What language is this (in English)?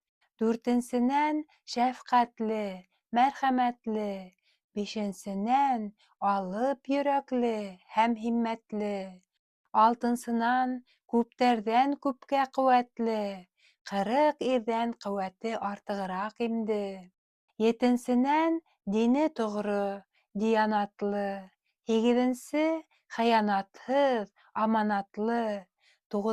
Bashkir